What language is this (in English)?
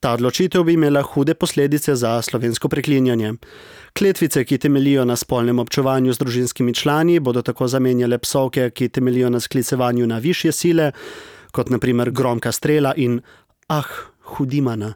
Slovenian